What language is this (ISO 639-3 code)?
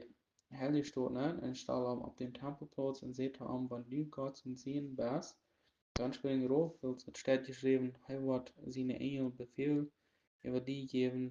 pdt